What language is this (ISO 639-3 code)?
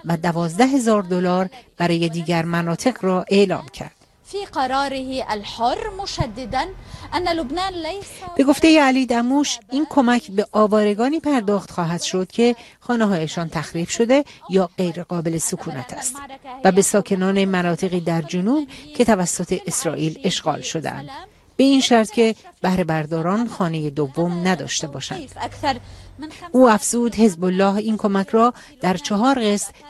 fas